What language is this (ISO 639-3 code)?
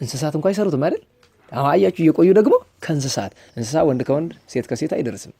amh